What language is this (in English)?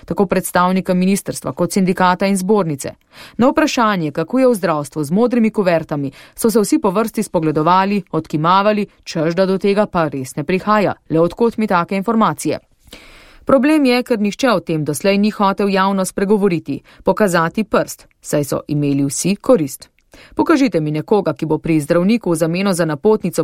Slovenian